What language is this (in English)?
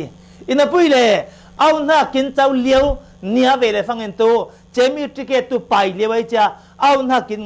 Falam Chin